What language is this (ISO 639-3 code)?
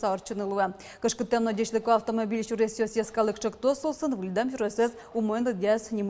udm